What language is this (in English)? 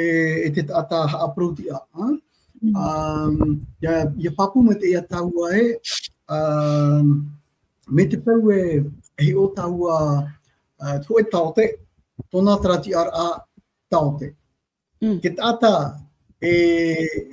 Tahitian